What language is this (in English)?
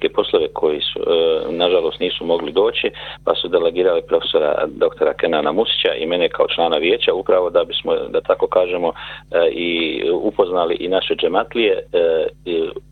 Bosnian